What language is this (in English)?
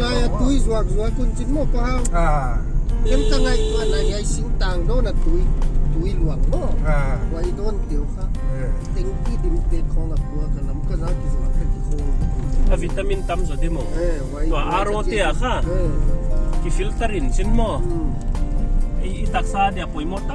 Paite Chin